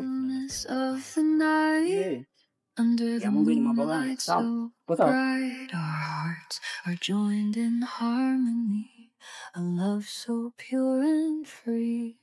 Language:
Swahili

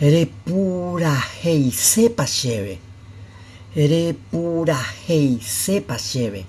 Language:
Guarani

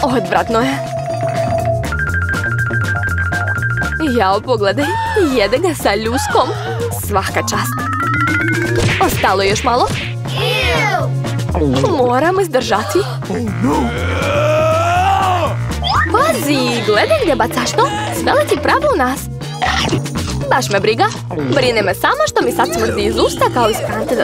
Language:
Serbian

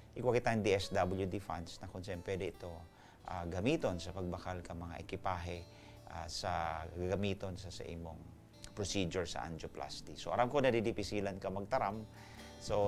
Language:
Bikol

